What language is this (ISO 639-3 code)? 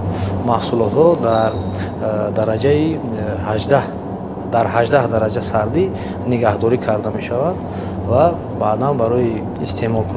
tgk